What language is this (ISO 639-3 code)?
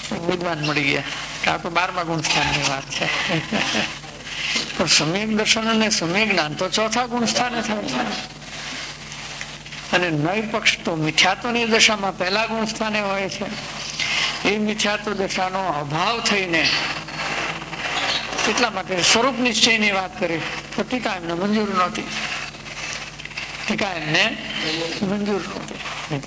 guj